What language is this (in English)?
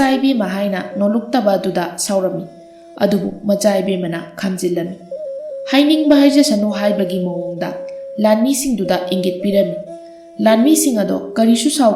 Manipuri